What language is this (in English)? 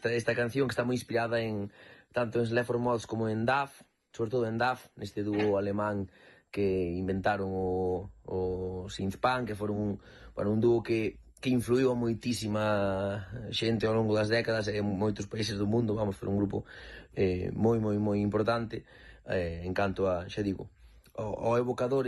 Galician